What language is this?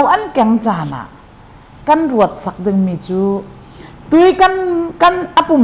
Falam Chin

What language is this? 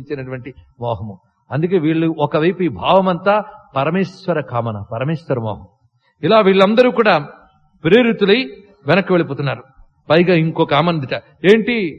Telugu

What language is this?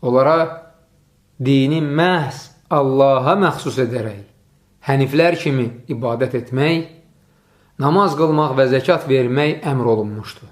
Azerbaijani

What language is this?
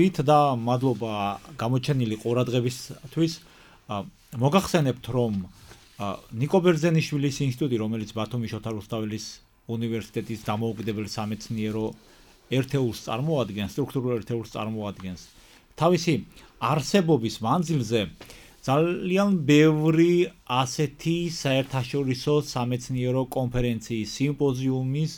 Georgian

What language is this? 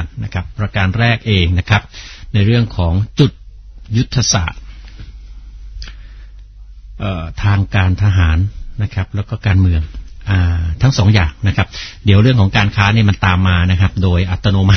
Thai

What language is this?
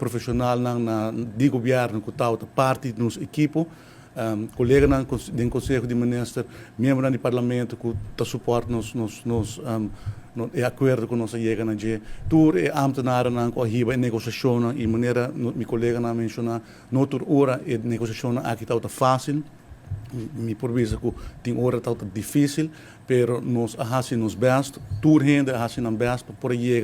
Papiamento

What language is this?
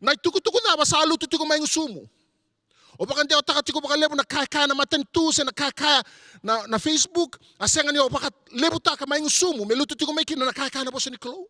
Fijian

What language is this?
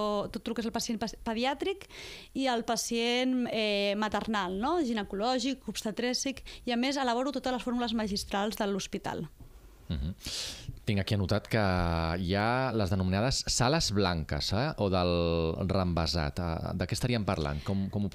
Catalan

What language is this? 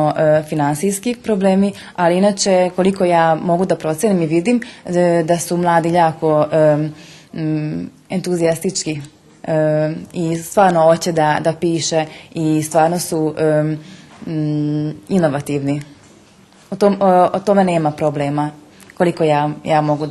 Rusyn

